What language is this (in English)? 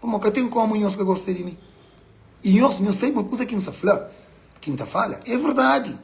Kabuverdianu